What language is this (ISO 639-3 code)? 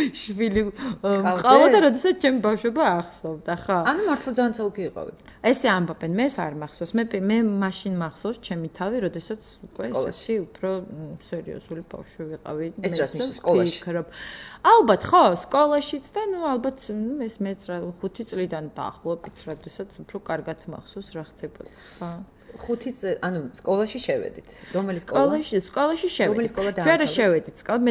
kat